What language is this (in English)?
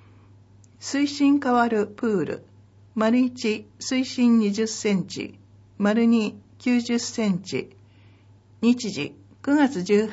Japanese